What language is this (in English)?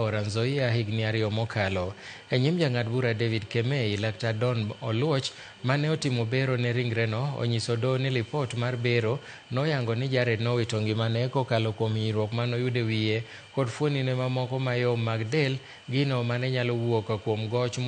Luo (Kenya and Tanzania)